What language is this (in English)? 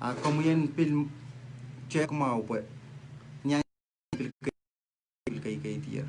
Pohnpeian